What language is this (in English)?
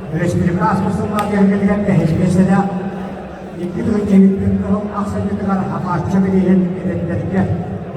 Yakut